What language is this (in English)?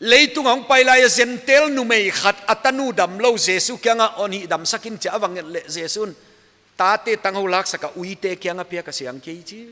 Paite Chin